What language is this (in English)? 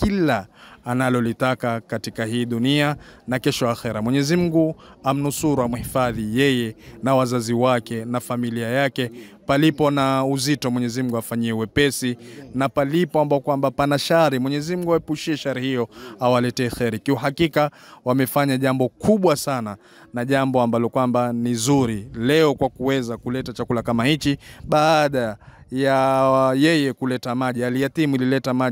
Swahili